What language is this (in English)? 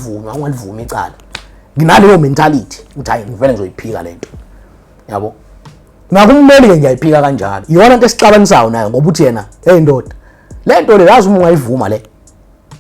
Zulu